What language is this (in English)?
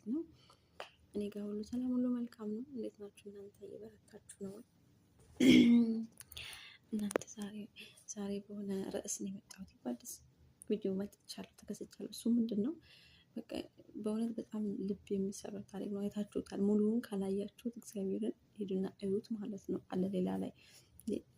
Amharic